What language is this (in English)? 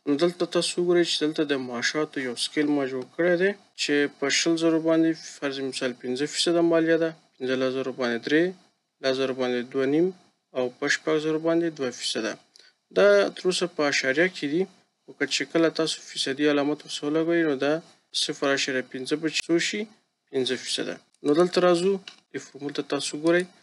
Pashto